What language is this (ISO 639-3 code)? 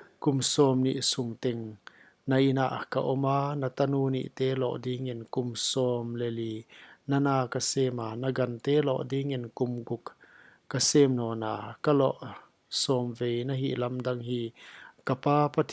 pck